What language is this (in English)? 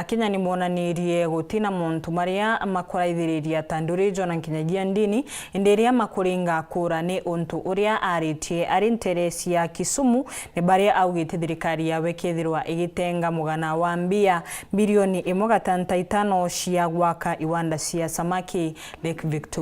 Meru